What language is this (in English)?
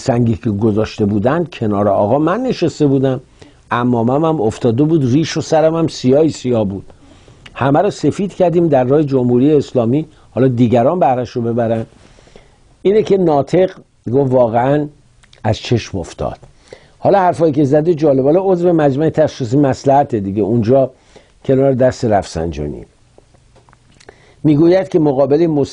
Persian